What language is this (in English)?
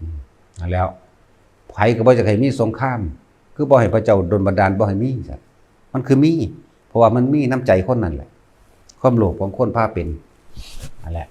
Lao